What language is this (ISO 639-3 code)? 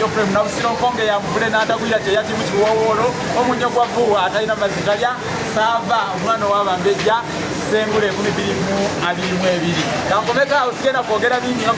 lug